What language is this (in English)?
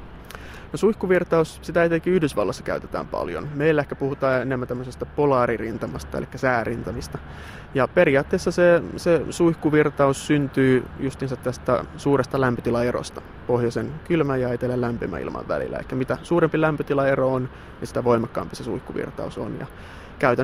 Finnish